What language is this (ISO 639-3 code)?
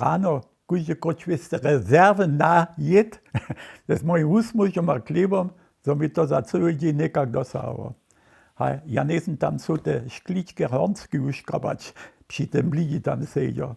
hsb